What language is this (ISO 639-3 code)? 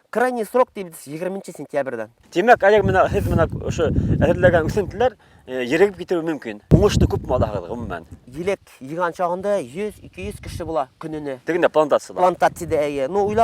bak